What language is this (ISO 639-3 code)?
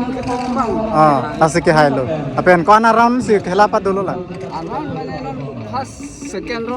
mjw